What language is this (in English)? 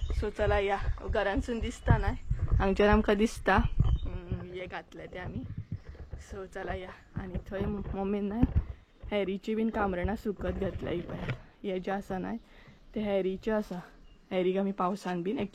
Konkani